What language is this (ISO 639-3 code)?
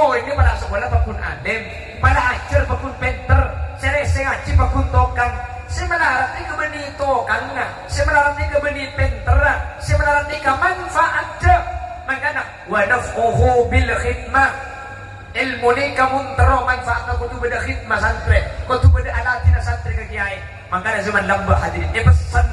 mad